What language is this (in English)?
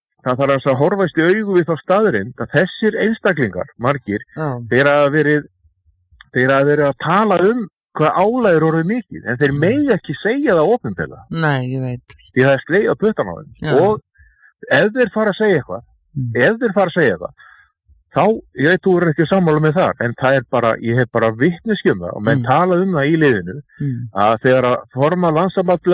Icelandic